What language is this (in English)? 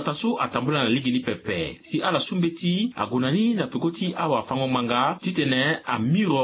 Sango